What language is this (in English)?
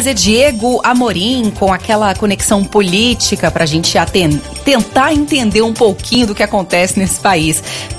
Portuguese